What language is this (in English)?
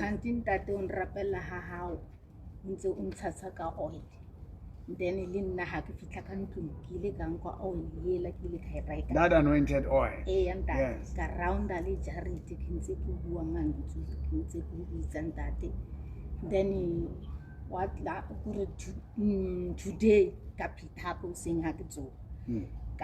Southern Sotho